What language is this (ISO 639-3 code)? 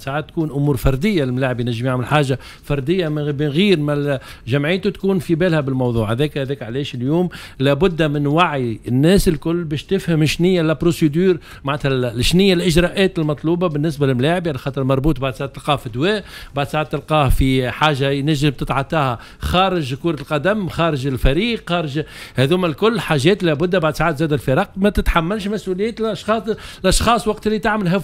aeb